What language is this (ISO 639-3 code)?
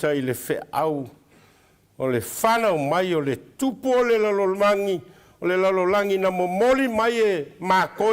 smo